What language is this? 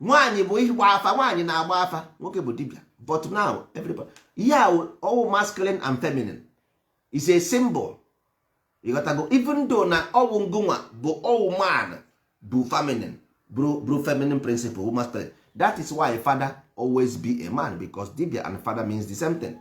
Igbo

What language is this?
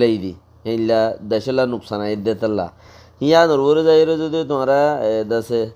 Rohingya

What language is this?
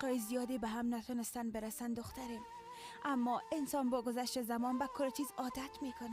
Persian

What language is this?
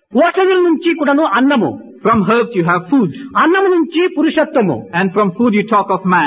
Telugu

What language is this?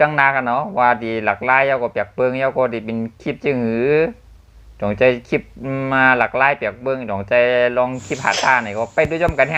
Shan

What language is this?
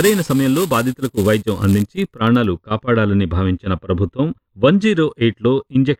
Telugu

